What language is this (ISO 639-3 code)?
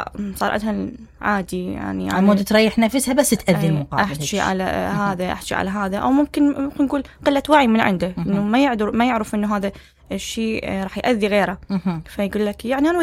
acm